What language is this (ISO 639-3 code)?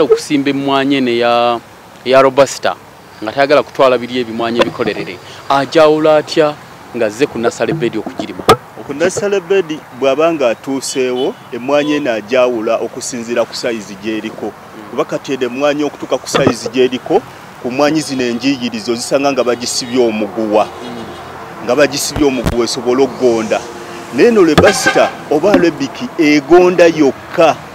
lug